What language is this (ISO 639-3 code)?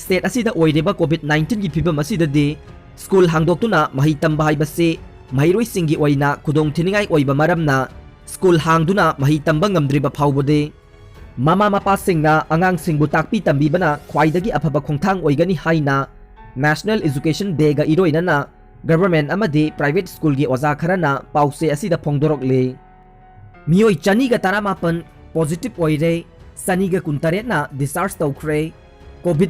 mni